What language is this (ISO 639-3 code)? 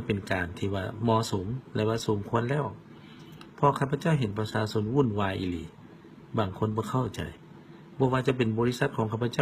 lao